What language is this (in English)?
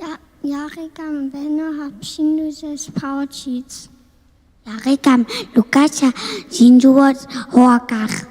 Upper Sorbian